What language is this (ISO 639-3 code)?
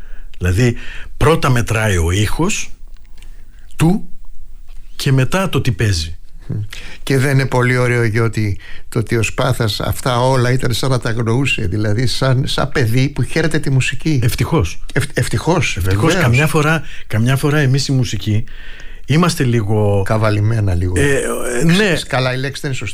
ell